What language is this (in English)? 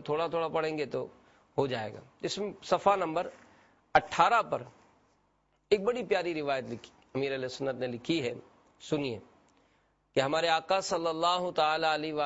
Urdu